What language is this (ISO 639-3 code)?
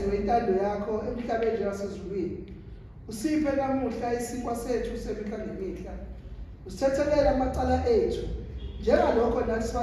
zul